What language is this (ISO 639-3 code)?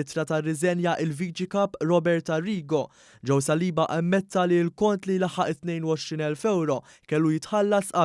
mlt